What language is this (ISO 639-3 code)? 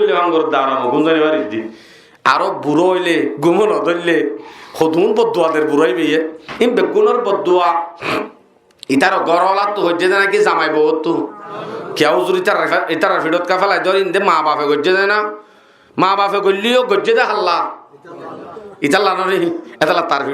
rhg